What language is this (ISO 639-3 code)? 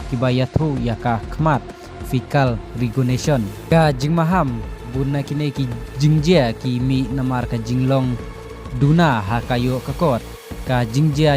kha